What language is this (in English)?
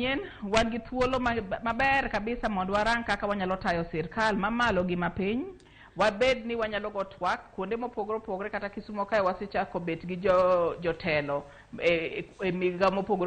Luo (Kenya and Tanzania)